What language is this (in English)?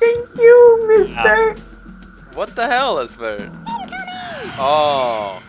Faroese